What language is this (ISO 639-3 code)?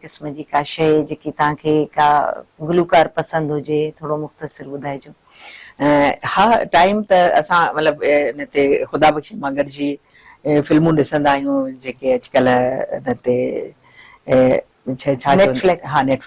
snd